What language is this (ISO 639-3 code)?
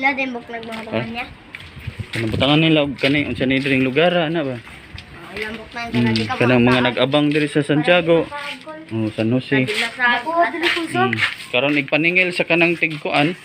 ceb